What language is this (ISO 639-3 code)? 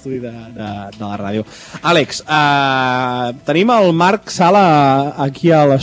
cat